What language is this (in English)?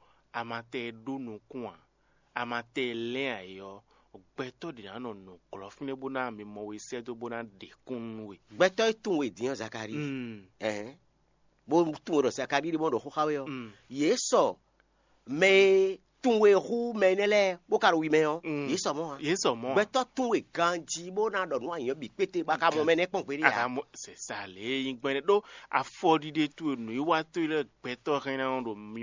Fon